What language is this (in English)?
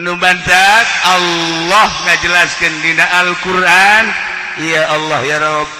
Sundanese